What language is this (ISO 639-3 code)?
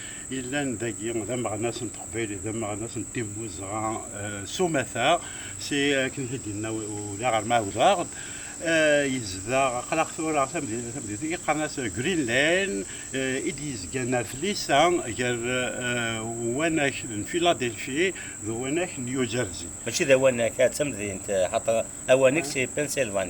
kab